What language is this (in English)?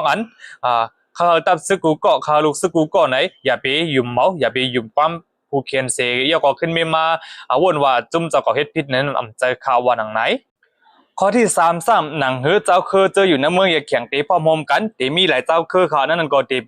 Shan